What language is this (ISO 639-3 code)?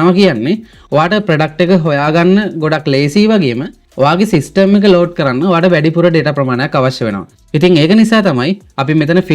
sin